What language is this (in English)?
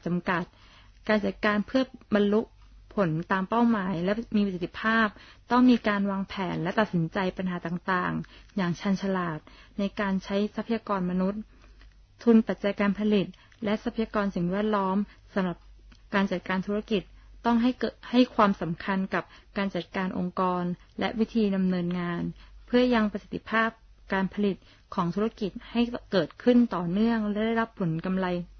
Thai